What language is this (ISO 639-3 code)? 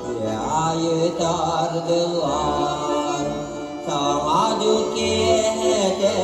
sah